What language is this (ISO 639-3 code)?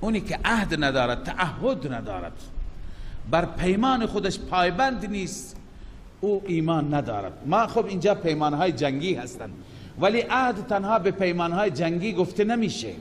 fas